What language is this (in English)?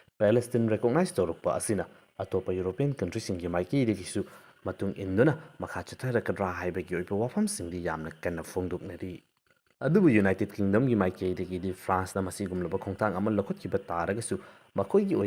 Manipuri